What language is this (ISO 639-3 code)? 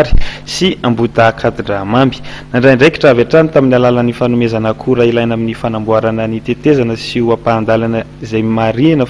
mlg